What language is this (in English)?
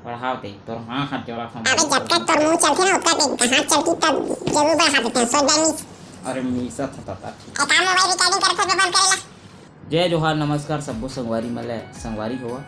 Chhattisgarhi